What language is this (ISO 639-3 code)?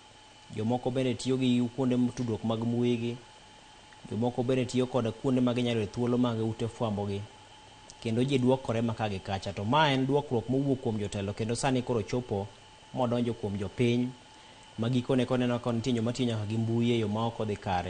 luo